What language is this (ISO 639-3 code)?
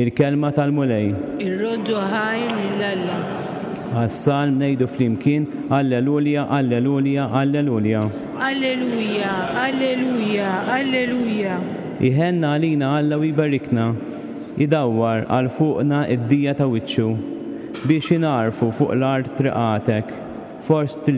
mlt